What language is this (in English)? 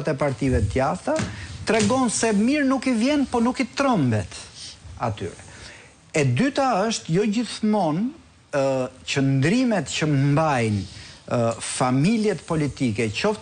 Albanian